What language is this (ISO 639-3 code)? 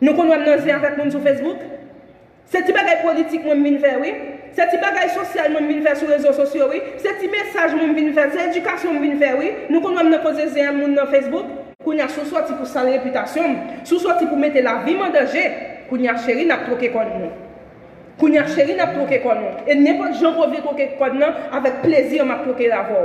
hat